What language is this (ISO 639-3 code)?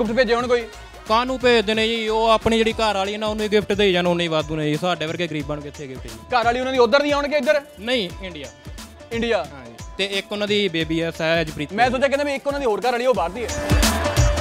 pan